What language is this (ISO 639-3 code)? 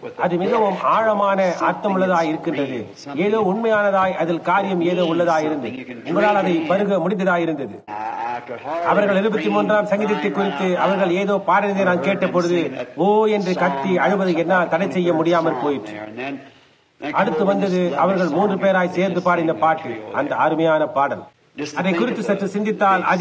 tam